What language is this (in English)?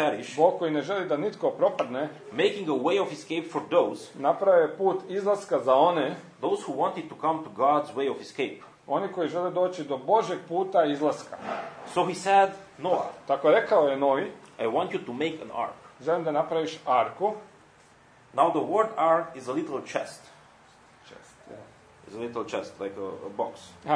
Croatian